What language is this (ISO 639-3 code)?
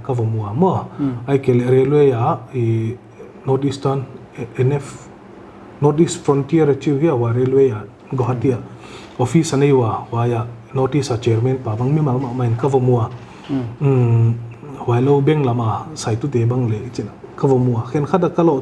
pck